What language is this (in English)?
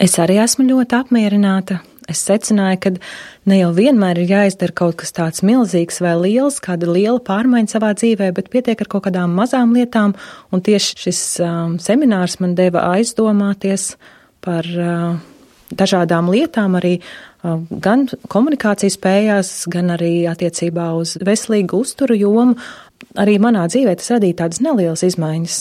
Latvian